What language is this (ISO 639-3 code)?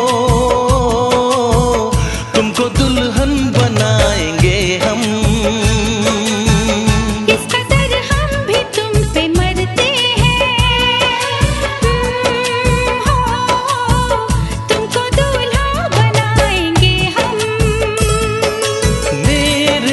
hin